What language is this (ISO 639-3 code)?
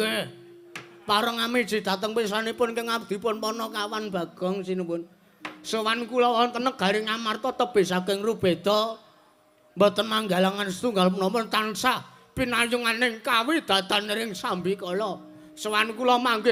jav